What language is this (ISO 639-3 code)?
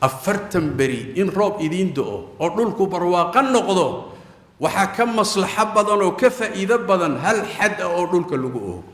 som